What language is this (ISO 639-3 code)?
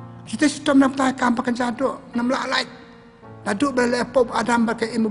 kha